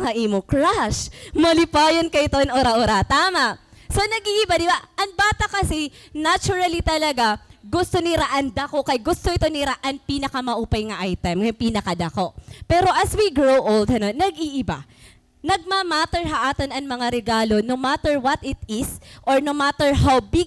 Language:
Waray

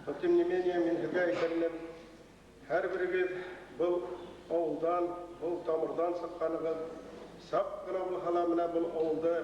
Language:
Bashkir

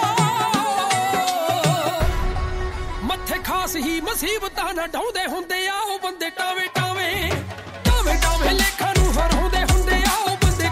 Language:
Punjabi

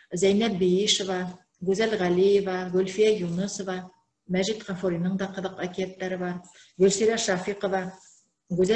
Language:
Bashkir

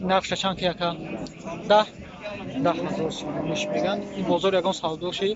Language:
Tajik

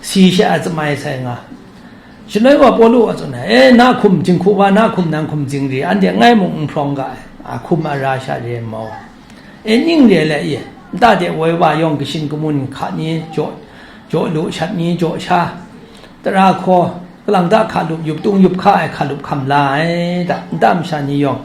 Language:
Kachin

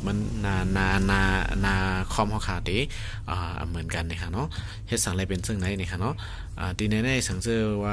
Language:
Shan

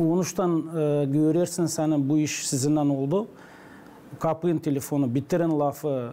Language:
Gagauz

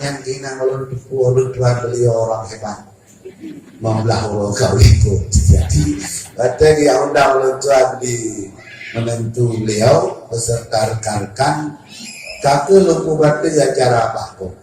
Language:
Achinese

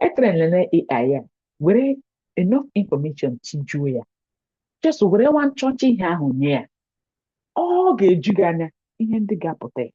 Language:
Igbo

